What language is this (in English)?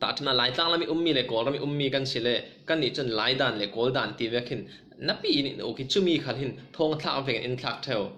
Falam Chin